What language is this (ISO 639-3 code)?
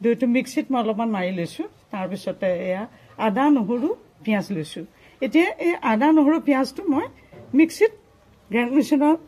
asm